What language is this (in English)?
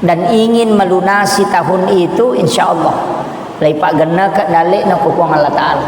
Buginese